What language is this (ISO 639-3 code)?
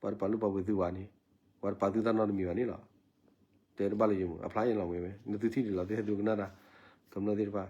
ksw